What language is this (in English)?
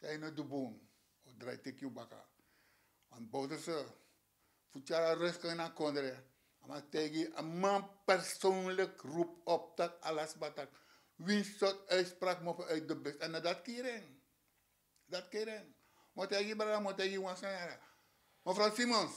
Sranan Tongo